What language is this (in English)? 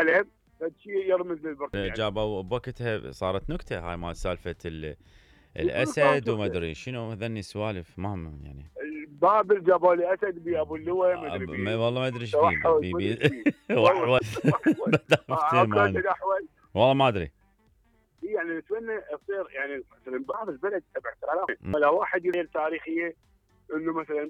Mesopotamian Arabic